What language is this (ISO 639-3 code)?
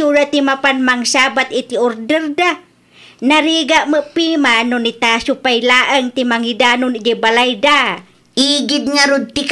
ilo